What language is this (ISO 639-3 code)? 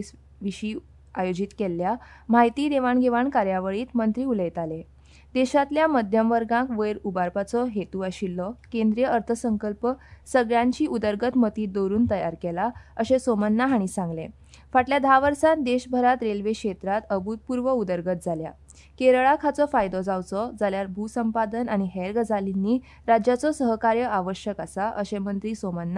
kok